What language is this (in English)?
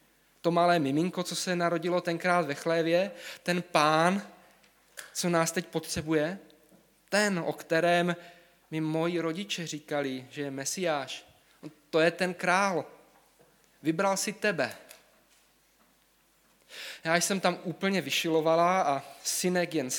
Czech